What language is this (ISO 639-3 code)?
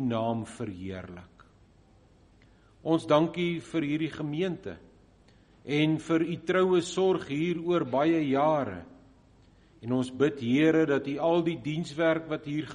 afr